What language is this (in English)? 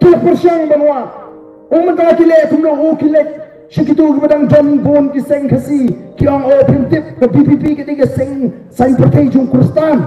Khasi